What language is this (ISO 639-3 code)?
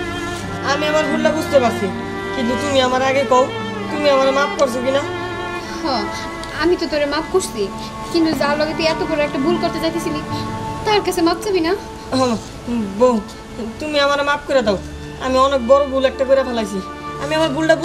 ben